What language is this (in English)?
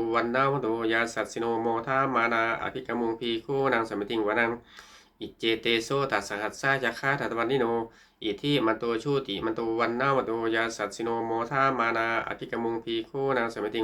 Pali